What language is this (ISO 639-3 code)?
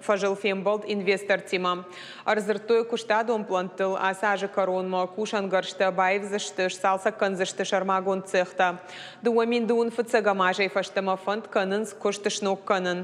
oss